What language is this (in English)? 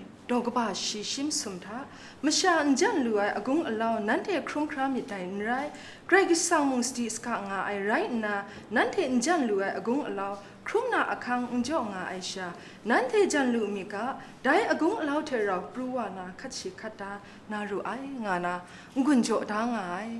Kachin